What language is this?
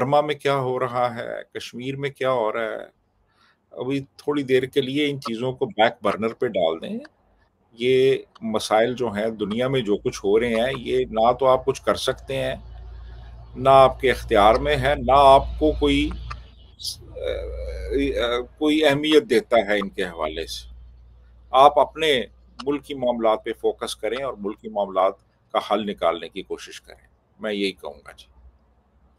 Urdu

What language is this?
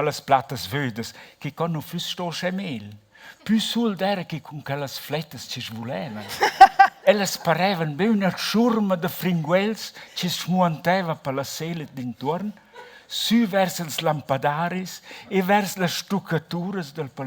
Romansh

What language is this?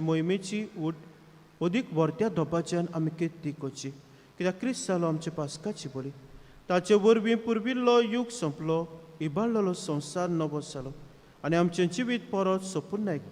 Konkani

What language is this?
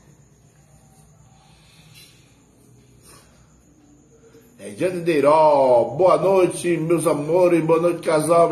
Portuguese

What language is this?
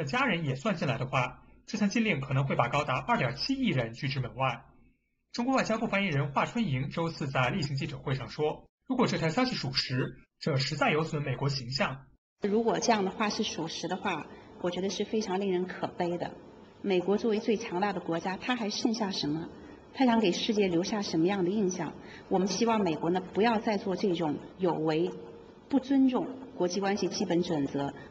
Chinese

